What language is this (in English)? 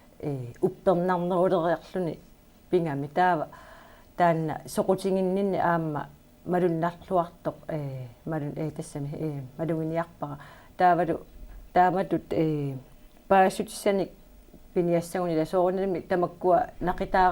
Kalaallisut